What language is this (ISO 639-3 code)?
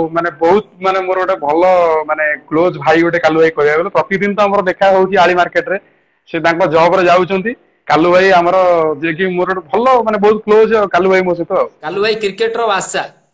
ori